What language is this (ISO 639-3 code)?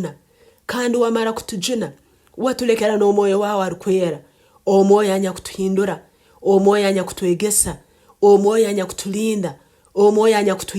nyn